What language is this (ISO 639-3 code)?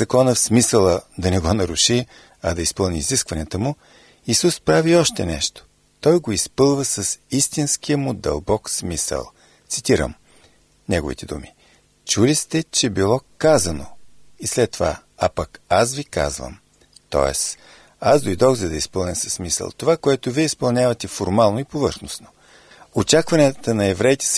bul